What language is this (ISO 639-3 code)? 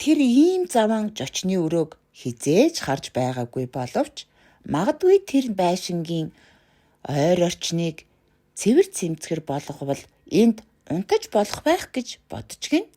mon